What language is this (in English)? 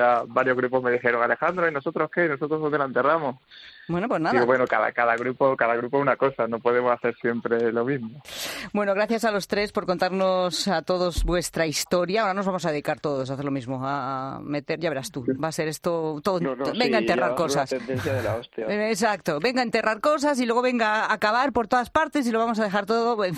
Spanish